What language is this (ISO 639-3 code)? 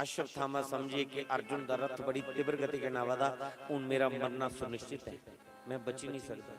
doi